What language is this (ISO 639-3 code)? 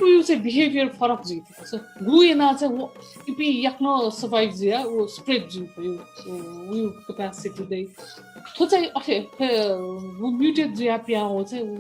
new